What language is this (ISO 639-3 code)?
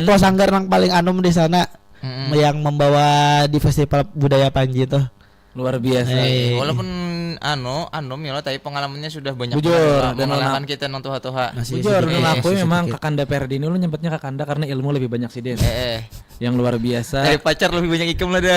bjn